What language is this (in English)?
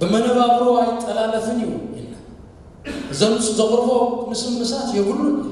Tigrinya